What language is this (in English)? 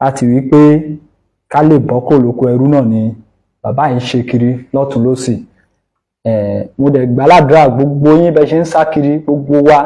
Yoruba